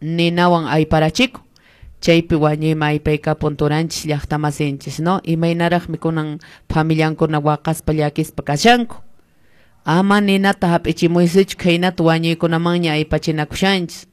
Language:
Quechua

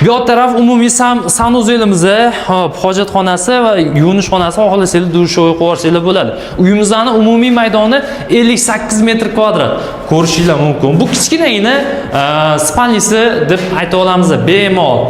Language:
Uzbek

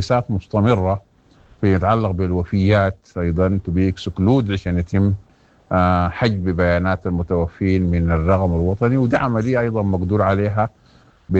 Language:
Sudanese Arabic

